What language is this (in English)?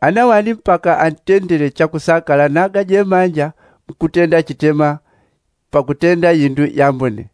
Yao